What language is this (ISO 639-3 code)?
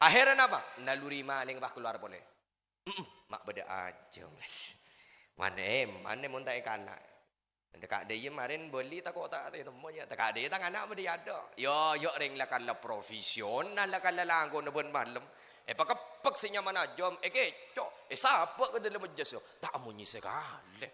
mad